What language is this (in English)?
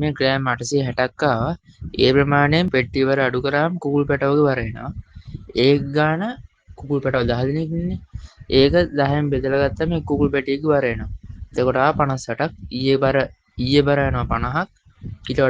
Sinhala